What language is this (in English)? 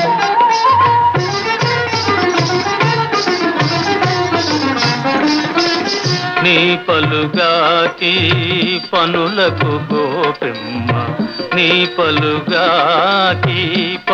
Telugu